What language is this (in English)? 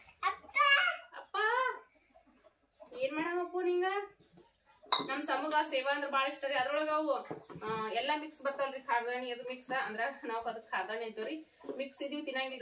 Kannada